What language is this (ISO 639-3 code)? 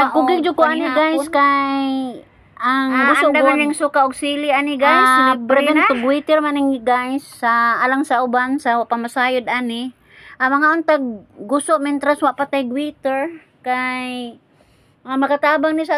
ceb